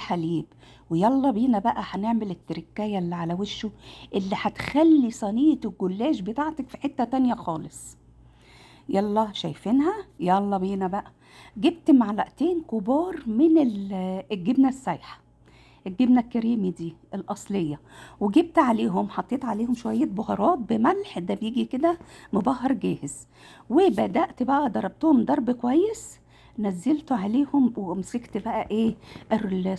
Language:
Egyptian Arabic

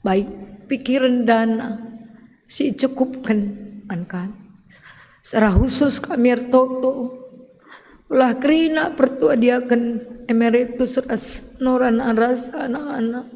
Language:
Batak Karo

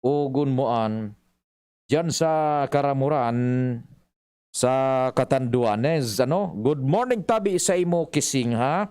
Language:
Bikol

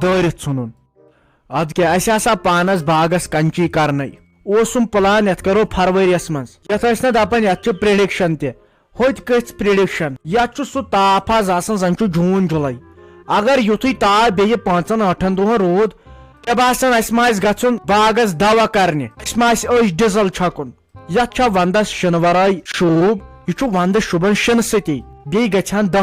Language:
Kashmiri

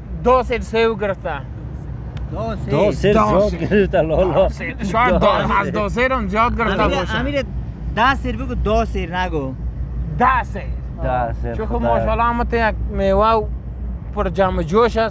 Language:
Persian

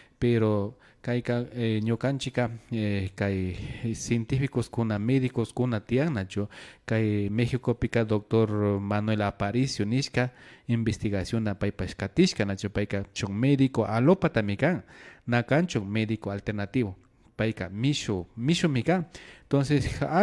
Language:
Imbabura Highland Quichua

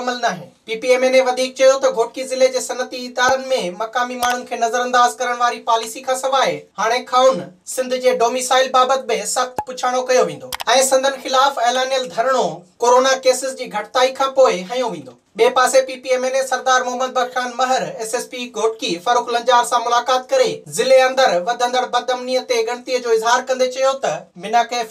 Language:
Sindhi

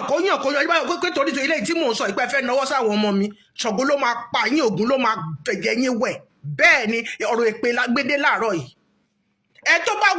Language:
Yoruba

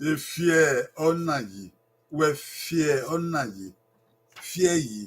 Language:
Bini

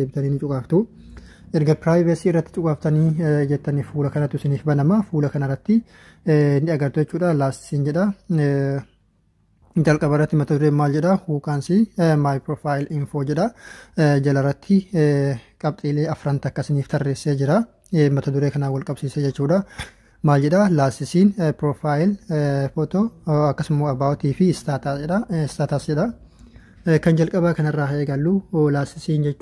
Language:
Oromo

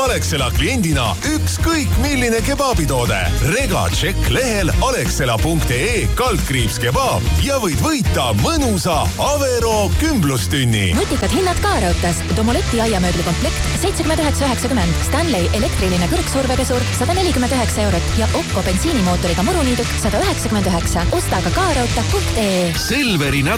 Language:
Estonian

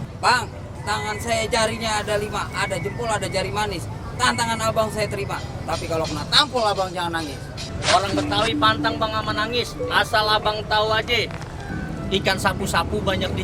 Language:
Betawi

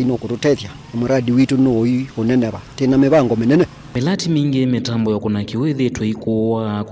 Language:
Kamba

